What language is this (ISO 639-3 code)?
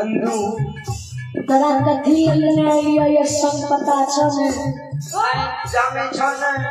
mai